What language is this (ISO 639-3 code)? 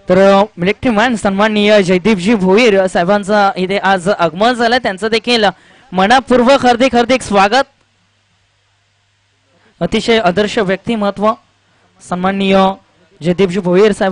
mar